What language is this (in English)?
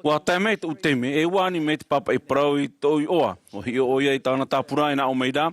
Tahitian